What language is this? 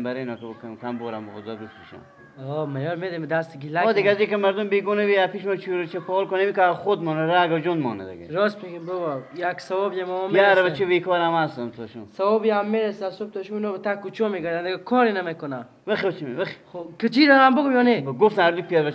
Persian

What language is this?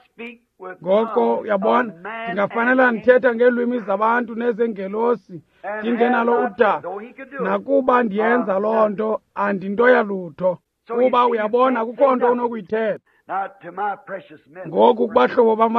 Xhosa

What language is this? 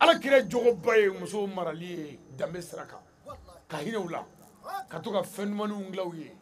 Bambara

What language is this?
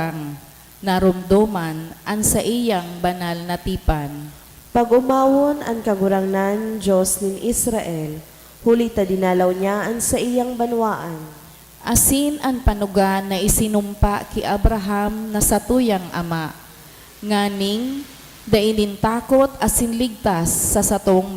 Bikol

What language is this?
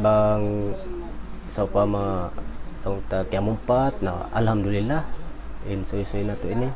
Tausug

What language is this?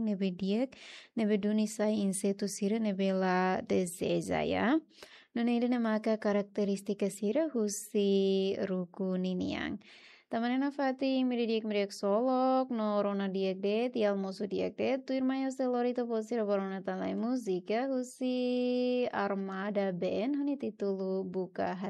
Tetum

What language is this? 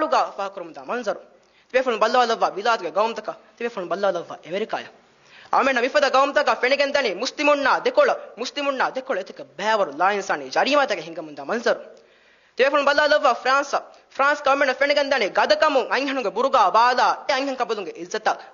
Divehi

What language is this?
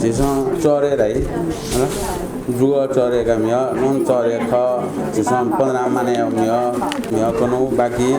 Newari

